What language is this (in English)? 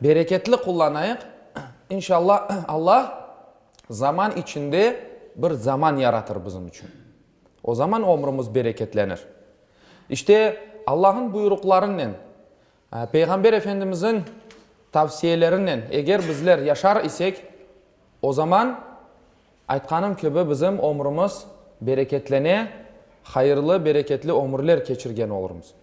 Crimean Tatar